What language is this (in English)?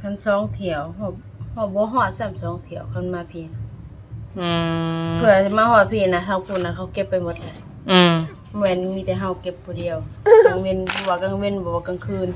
Northeastern Thai